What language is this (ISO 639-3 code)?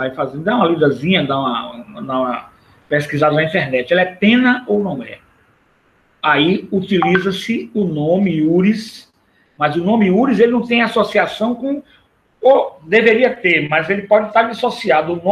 por